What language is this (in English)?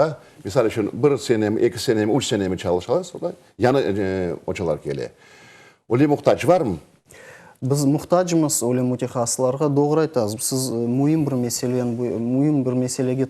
Crimean Tatar